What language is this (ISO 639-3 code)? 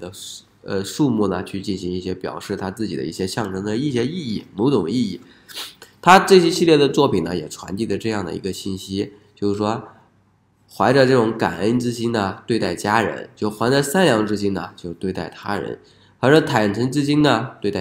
zho